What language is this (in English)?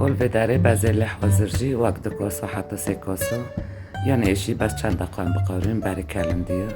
Kurdish